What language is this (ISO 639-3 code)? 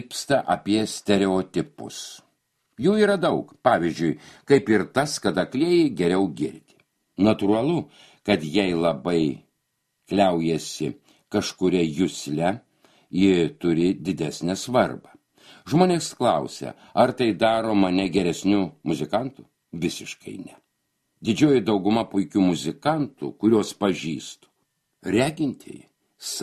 lit